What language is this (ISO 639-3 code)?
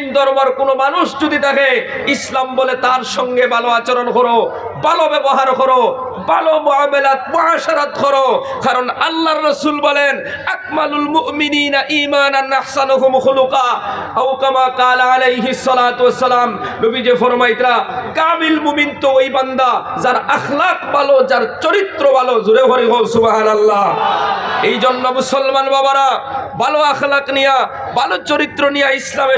syl